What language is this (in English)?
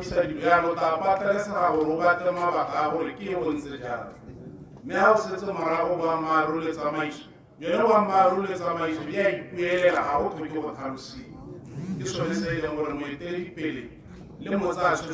Tswana